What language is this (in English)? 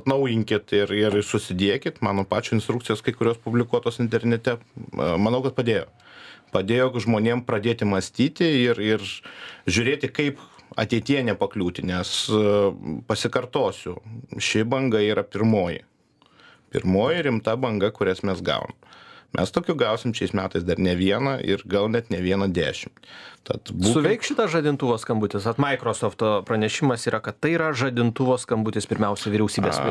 Lithuanian